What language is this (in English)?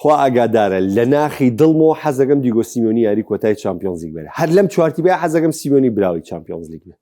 Central Kurdish